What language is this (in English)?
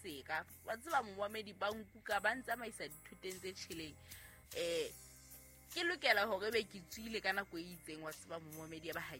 Southern Sotho